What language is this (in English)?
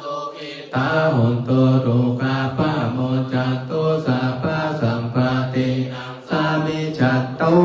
Pali